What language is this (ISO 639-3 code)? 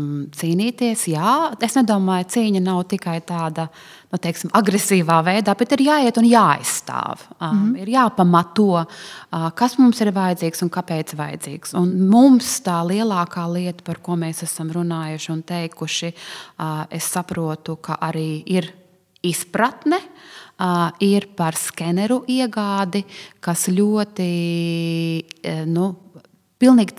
lav